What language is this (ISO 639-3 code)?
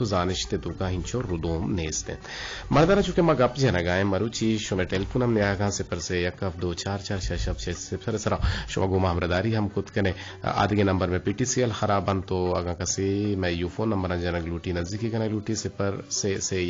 bgp